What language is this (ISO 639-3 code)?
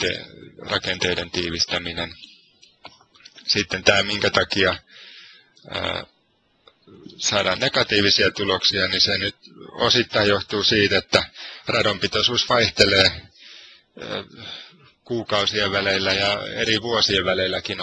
fin